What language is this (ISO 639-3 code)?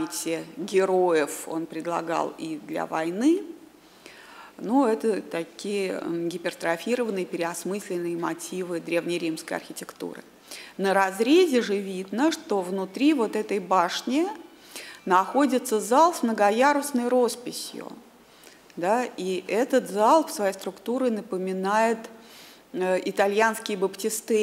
rus